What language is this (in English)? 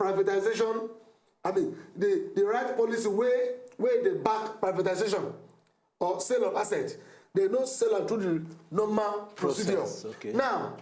Nigerian Pidgin